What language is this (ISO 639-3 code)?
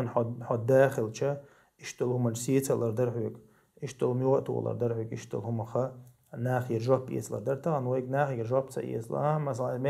che